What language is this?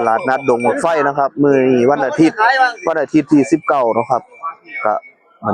Northeastern Thai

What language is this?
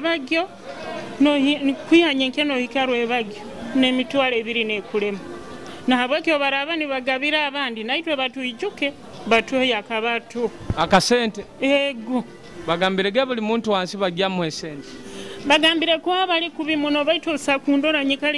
Nyoro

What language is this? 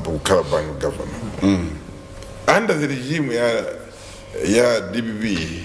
Nyanja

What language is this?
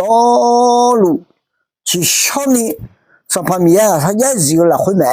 Akha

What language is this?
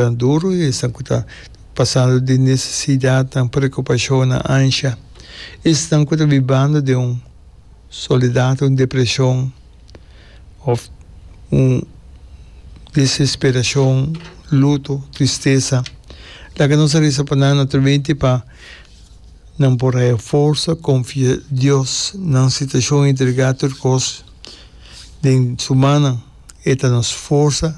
Portuguese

